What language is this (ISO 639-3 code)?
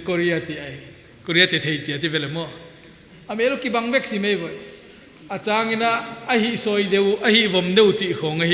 pck